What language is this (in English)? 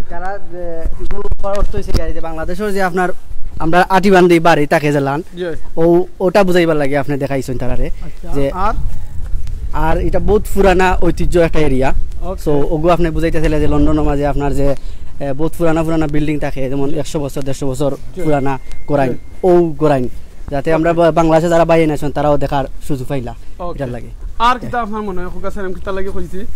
Sylheti